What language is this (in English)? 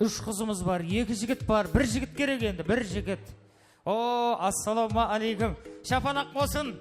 Kara-Kalpak